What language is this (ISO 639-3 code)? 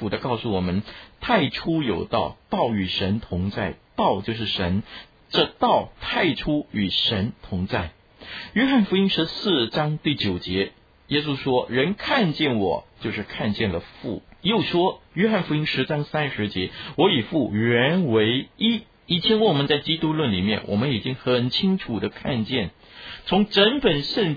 zho